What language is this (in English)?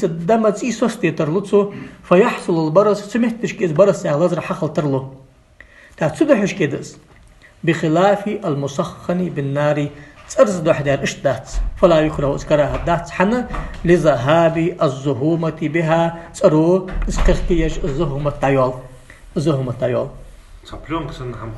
Ingush